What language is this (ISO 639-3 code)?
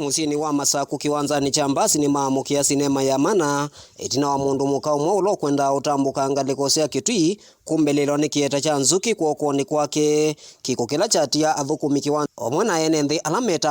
kam